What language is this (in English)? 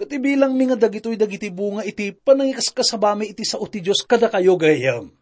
Iloko